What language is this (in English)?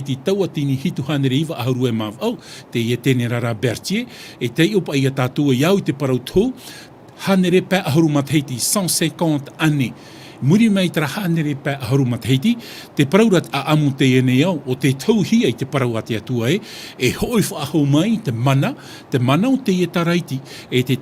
Tahitian